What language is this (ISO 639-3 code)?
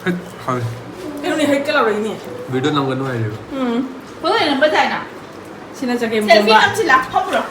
mni